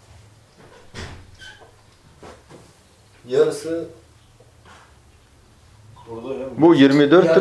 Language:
Turkish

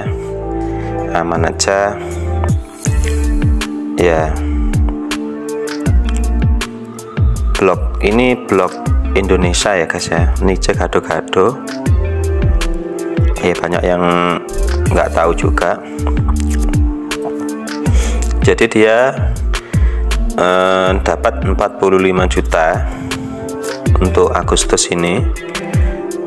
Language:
Indonesian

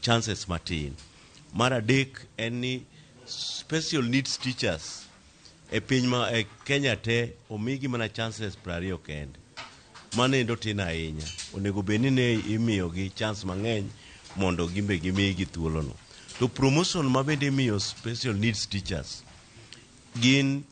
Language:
Luo (Kenya and Tanzania)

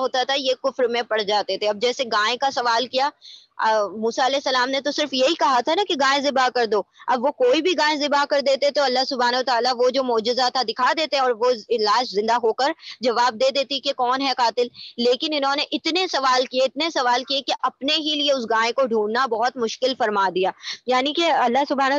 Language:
Urdu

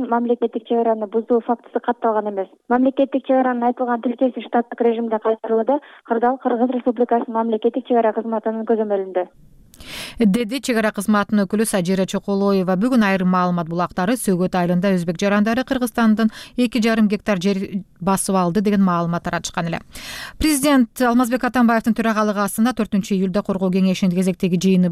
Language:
Kyrgyz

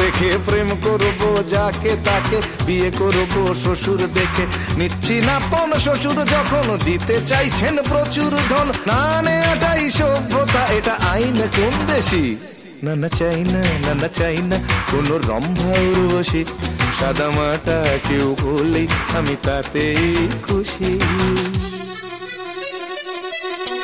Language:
Bangla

